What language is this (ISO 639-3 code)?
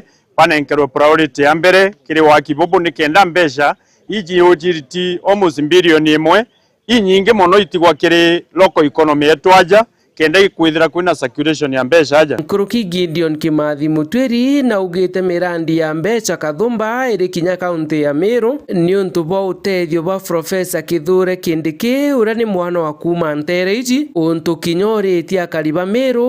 mer